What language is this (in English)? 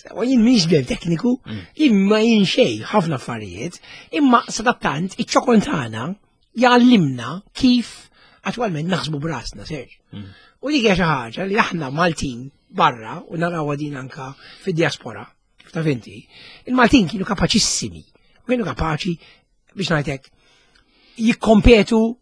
Maltese